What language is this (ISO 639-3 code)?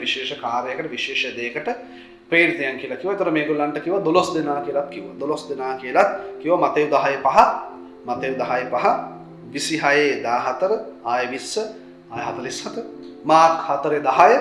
sin